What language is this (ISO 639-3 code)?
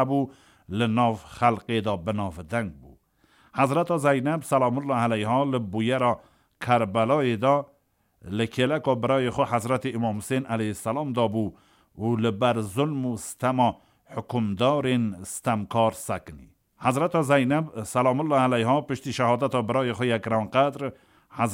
kur